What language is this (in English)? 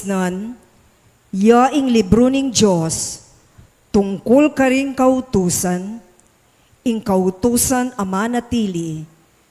Pampanga